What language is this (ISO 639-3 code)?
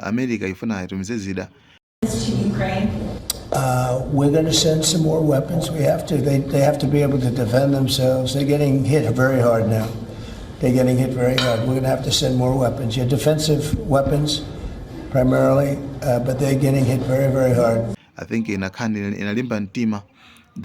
nya